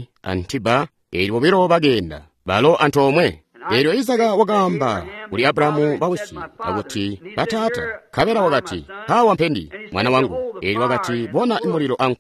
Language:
Tonga (Zambia)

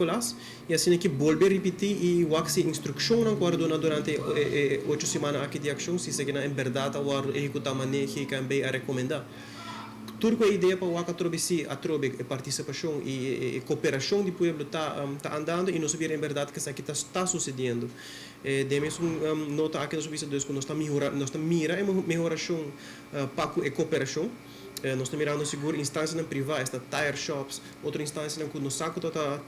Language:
Papiamento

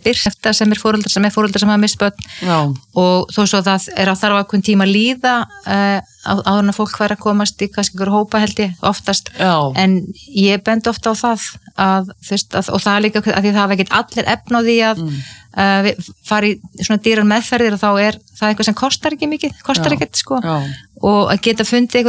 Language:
Icelandic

